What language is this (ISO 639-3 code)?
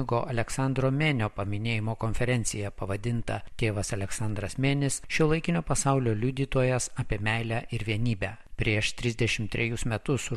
lit